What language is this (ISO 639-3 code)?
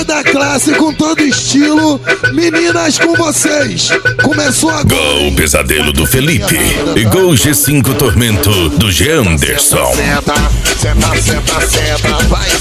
por